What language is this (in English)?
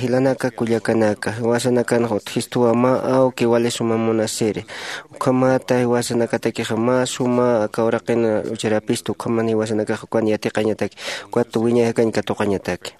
Aymara